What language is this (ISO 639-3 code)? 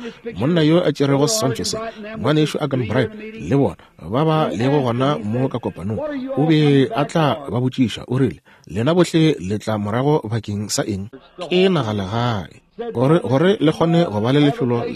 nso